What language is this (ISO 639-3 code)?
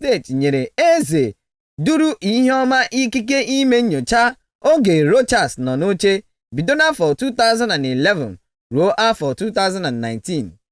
ibo